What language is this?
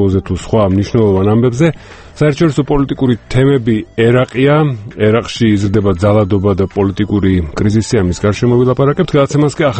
Georgian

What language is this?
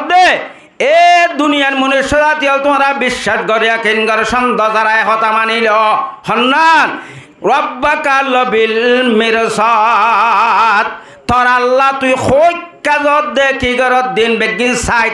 Rohingya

